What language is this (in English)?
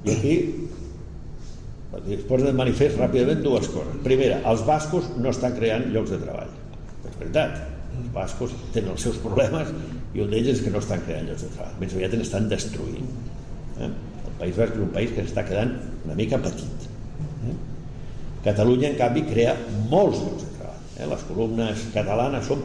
Catalan